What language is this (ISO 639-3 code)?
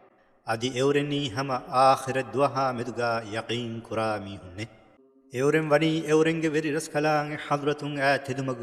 div